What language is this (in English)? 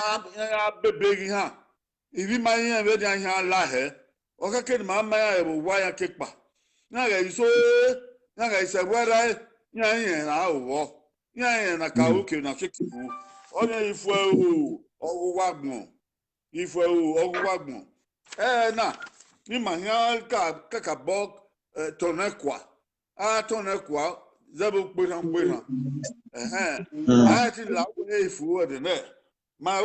Bini